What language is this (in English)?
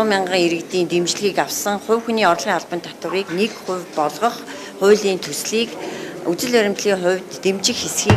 Mongolian